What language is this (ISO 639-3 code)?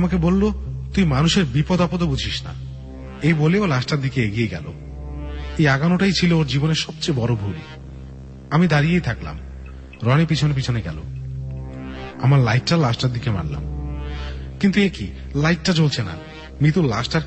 ben